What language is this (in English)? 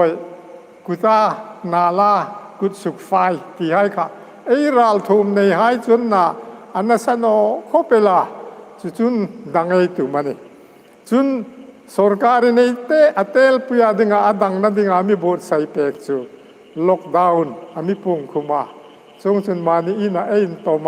Hmar